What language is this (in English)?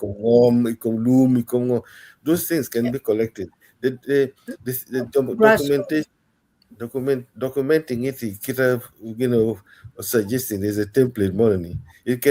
Acoli